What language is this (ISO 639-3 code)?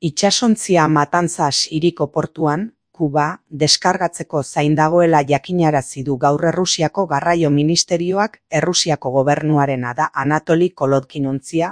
eus